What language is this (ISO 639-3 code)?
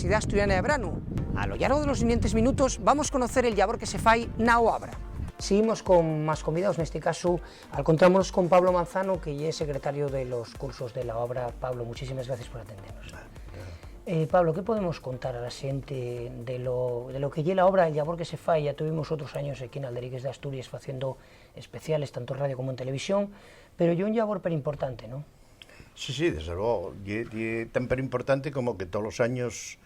ast